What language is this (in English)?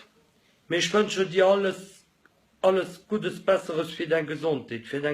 Luxembourgish